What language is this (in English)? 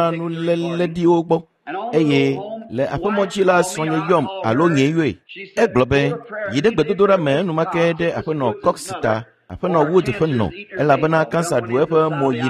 Ewe